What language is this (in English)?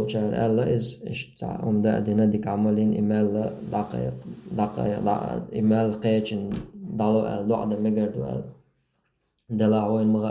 Chechen